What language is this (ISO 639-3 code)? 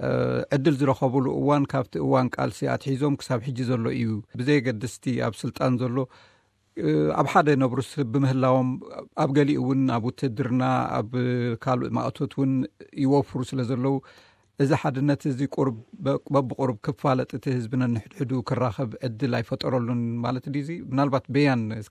tir